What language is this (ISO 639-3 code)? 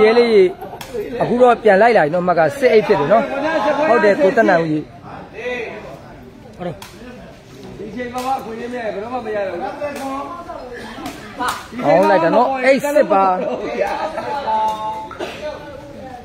mya